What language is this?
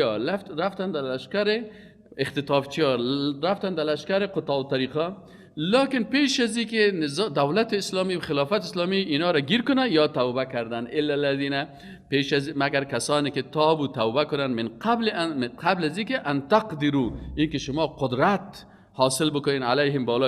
Persian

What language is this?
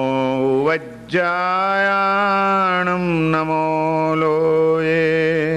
Gujarati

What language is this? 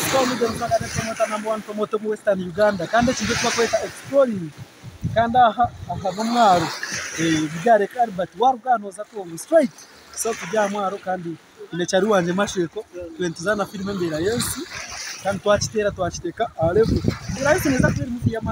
Nyankole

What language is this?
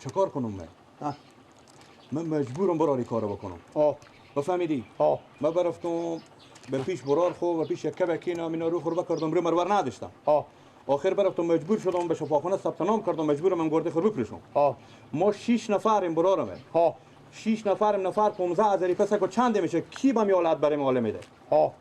Persian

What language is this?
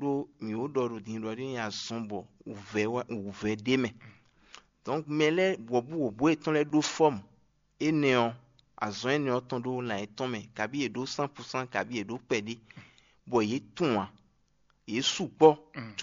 Fon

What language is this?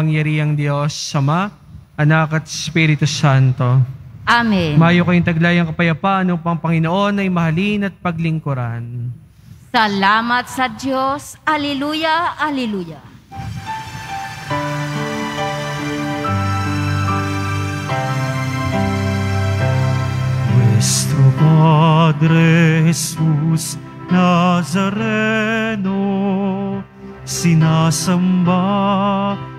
Filipino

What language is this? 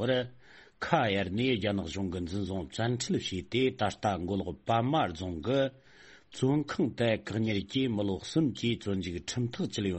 Tibetan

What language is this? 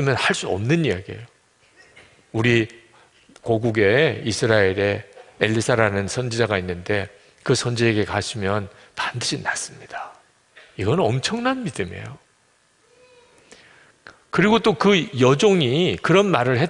Korean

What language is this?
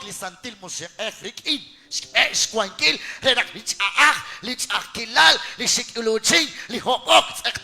Kekchí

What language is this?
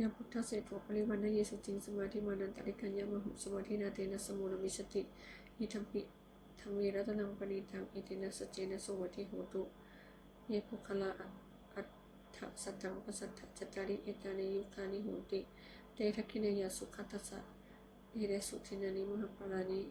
Pali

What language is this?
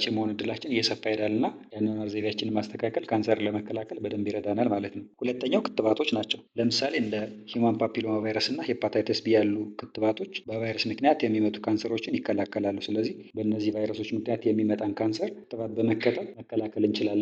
Amharic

